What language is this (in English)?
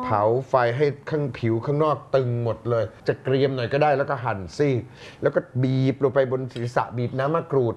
Thai